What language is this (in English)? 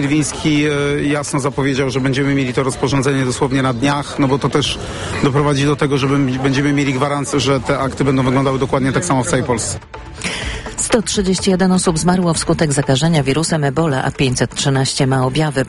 Polish